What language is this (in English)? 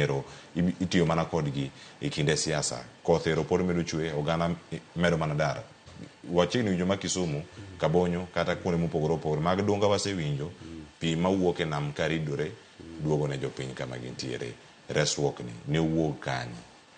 Luo (Kenya and Tanzania)